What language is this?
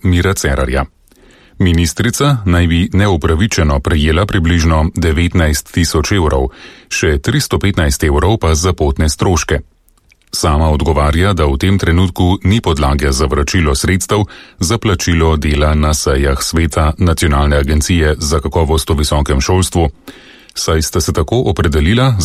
Slovenian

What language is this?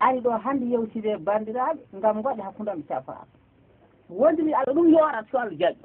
Fula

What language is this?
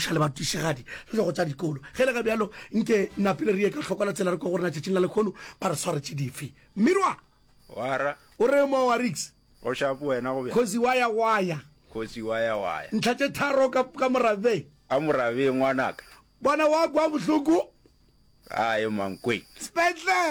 Northern Sotho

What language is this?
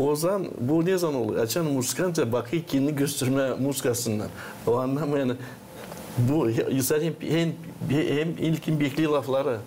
Gagauz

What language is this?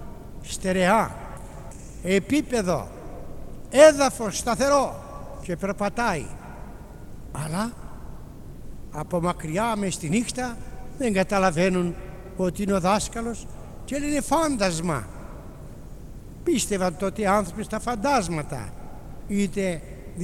Greek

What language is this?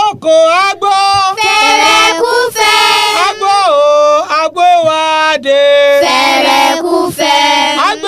Yoruba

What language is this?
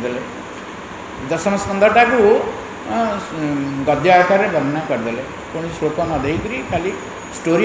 Odia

